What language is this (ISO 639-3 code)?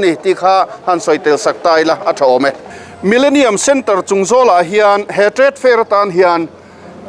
lus